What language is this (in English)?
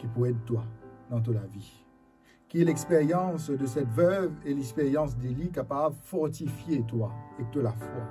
Morisyen